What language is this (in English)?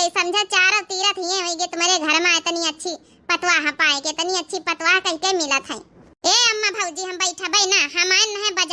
Awadhi